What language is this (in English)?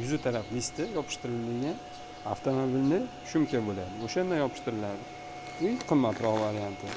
Uzbek